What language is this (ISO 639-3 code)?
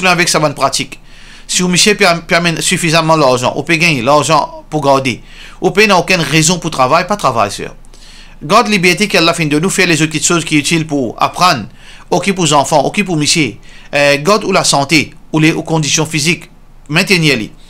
mfe